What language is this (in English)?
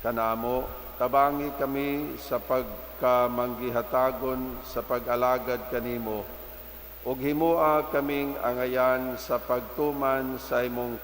Cebuano